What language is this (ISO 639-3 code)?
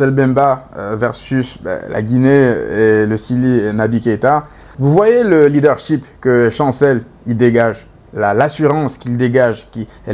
fra